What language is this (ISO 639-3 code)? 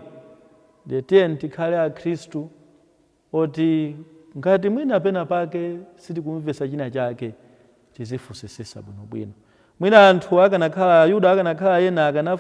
nya